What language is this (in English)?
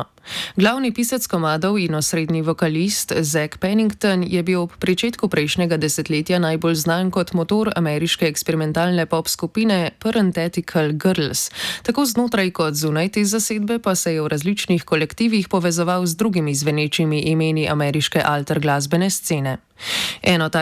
Slovenian